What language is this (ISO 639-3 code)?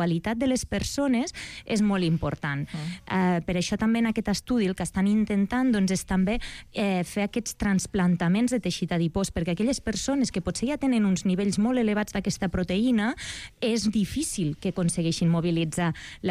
cat